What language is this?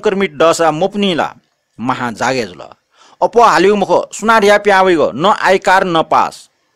Newari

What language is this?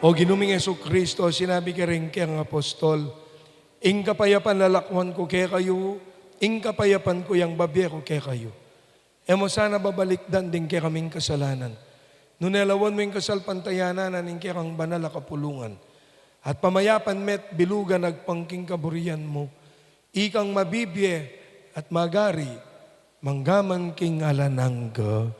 Pampanga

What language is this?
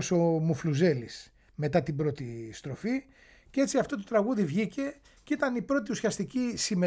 Greek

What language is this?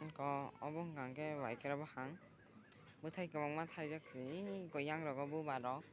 Kok Borok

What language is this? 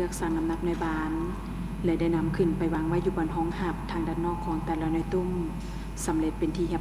Lao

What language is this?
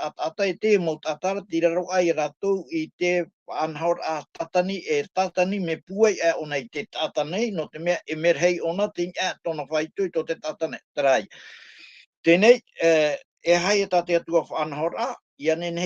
Tahitian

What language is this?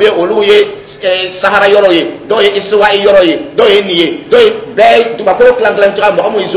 Dyula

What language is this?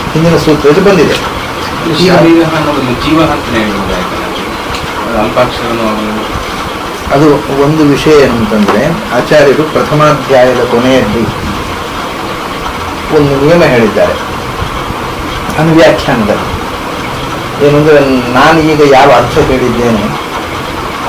Kannada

